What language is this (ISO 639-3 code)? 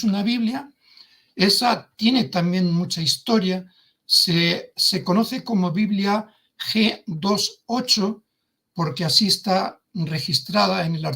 lad